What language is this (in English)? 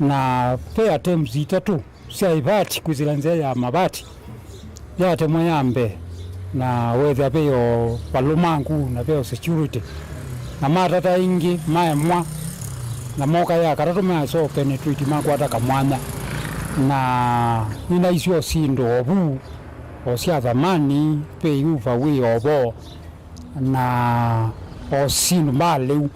Kamba